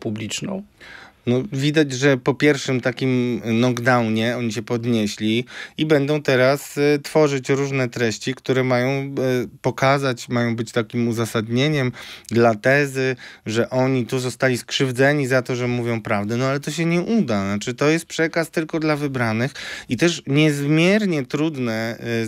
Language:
Polish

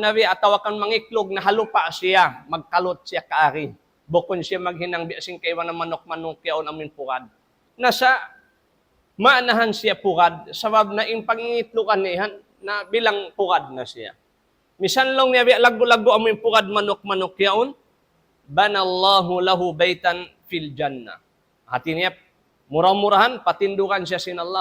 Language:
Tausug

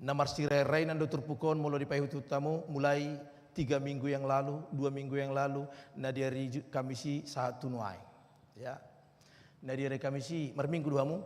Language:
Batak Toba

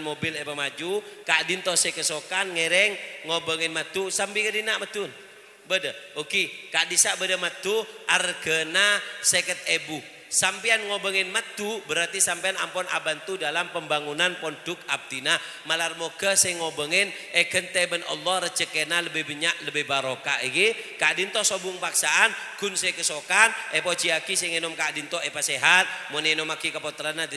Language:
Madurese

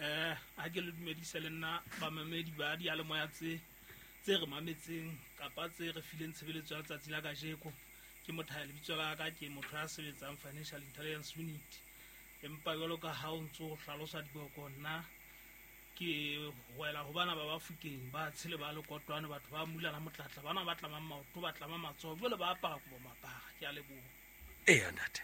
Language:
Southern Sotho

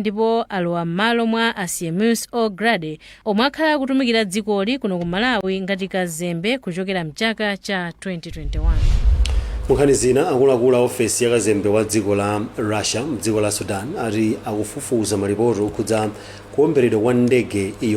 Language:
Nyanja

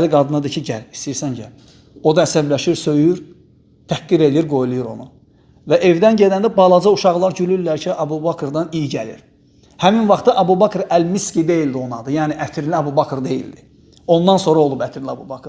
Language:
Azerbaijani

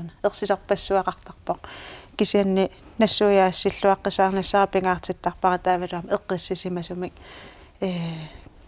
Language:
Kalaallisut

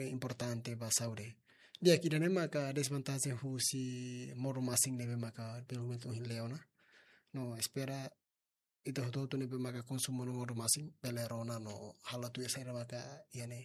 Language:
Tetum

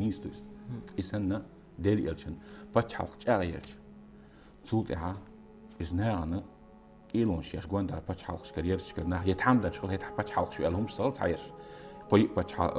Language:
Chechen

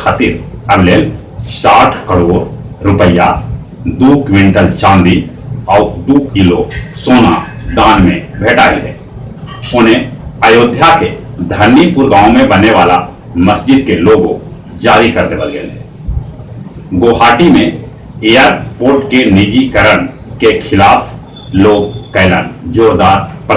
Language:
Magahi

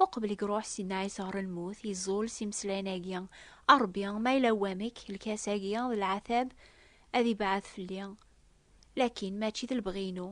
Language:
Kabyle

